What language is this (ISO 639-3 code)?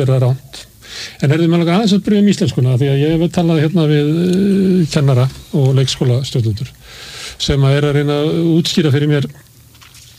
isl